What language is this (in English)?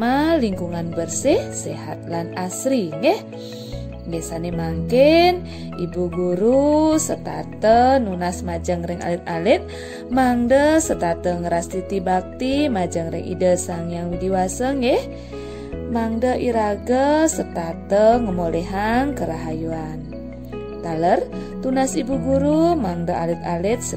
Balinese